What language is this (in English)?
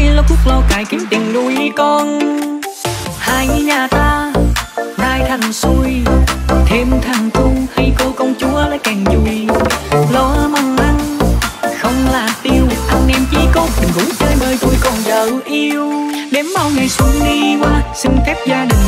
Vietnamese